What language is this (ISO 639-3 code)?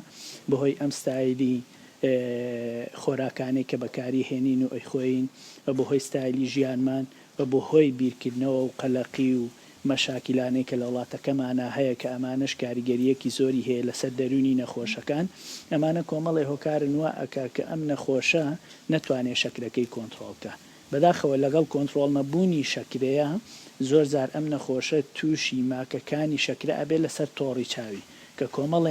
ckb